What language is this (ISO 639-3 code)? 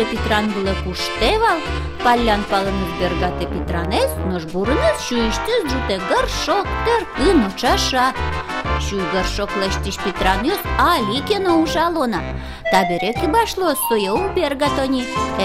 udm